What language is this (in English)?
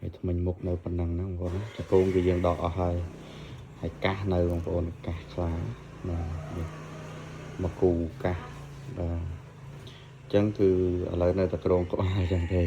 Khmer